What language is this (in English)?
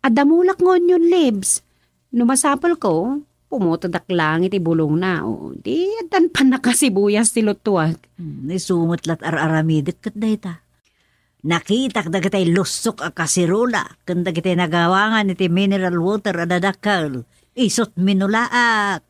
Iloko